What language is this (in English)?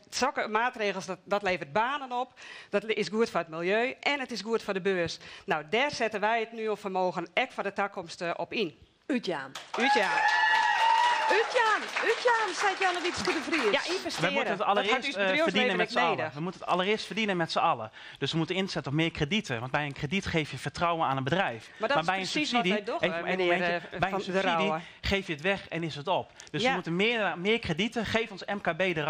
Western Frisian